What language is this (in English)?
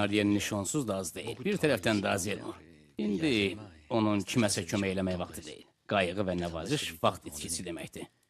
Azerbaijani